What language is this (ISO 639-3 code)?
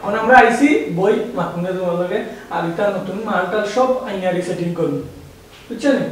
syl